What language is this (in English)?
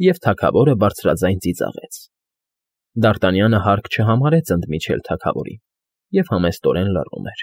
Armenian